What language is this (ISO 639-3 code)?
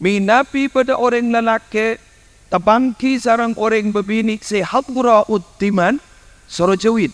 mad